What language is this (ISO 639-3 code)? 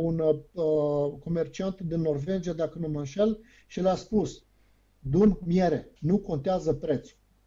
ron